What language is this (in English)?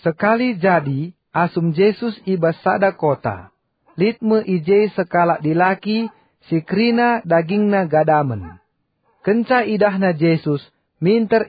Batak Karo